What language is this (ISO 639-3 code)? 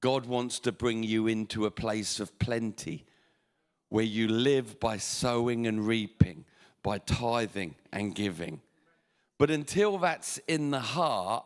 eng